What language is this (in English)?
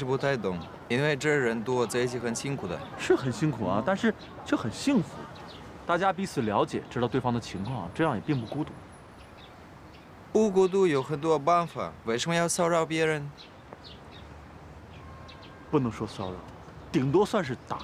Chinese